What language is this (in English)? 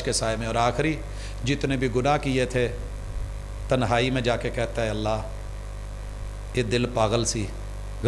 Urdu